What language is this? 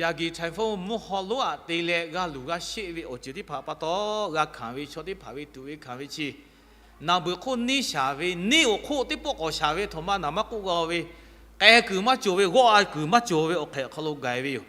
Lahu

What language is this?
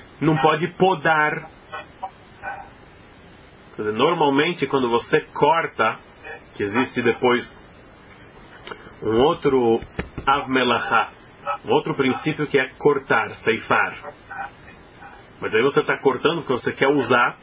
Portuguese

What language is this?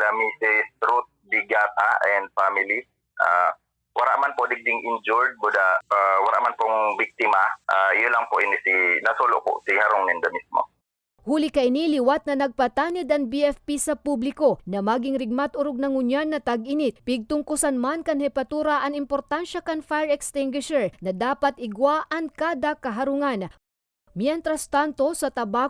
Bikol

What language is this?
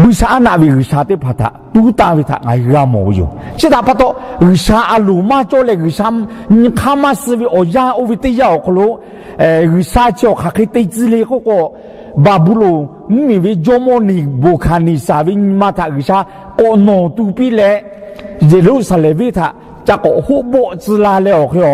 Lahu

